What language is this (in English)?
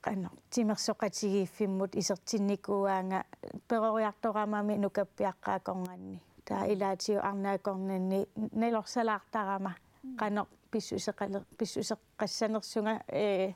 Kalaallisut